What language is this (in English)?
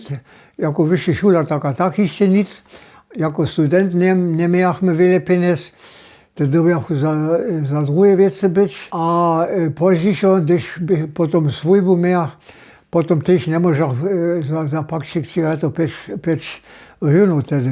Upper Sorbian